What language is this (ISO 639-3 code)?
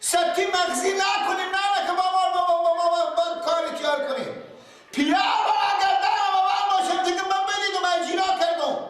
fas